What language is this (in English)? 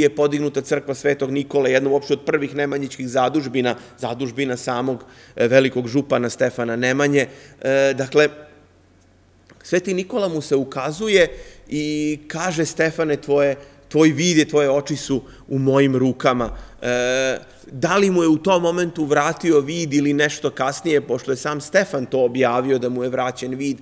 Serbian